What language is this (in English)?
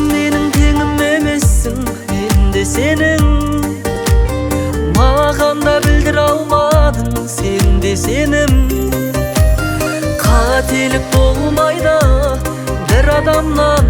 Kazakh